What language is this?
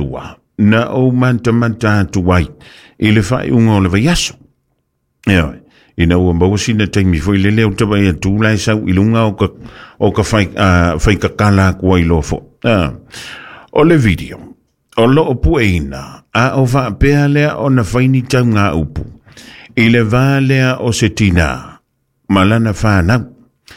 Samoan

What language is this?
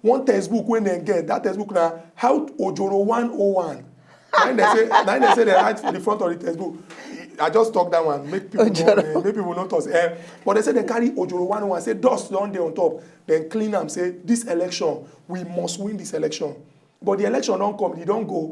Nigerian Pidgin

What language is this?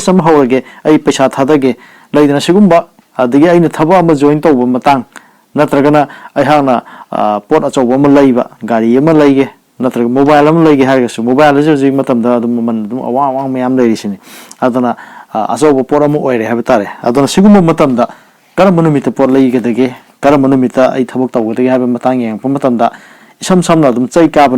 Manipuri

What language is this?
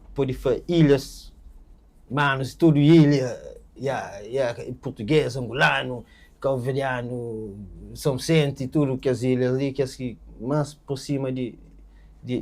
Kabuverdianu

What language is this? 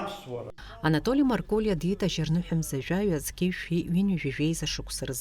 Abkhazian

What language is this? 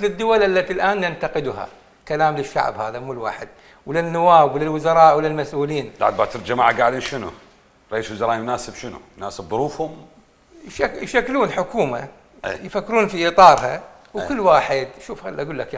Mesopotamian Arabic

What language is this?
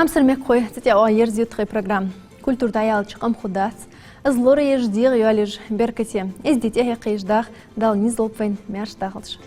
Ingush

